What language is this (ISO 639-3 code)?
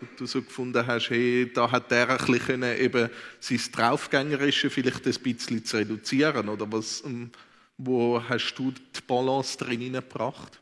gsw